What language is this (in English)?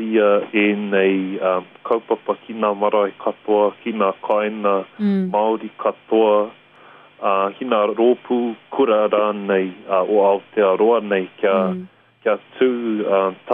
Māori